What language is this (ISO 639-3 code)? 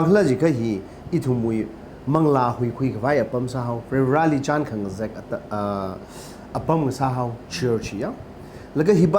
nmf